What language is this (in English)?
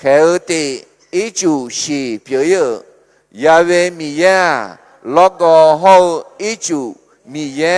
Akha